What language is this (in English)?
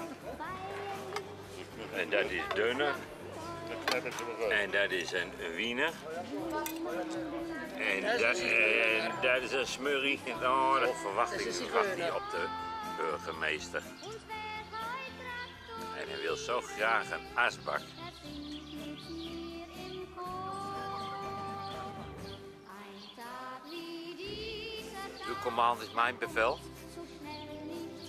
Dutch